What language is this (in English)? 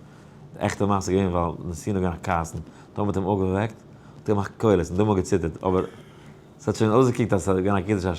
Yiddish